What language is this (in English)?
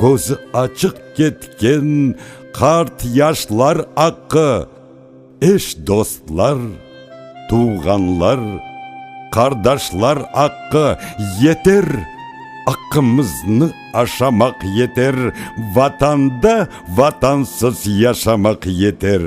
Crimean Tatar